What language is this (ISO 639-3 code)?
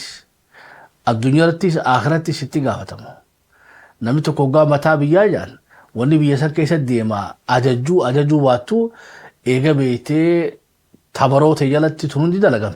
orm